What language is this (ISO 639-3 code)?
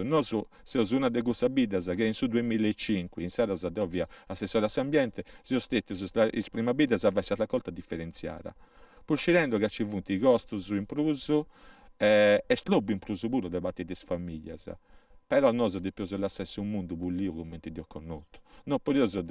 srd